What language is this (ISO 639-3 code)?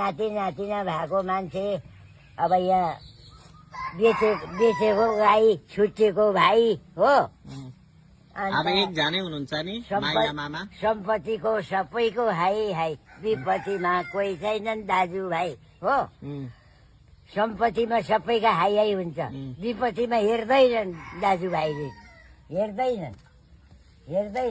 nep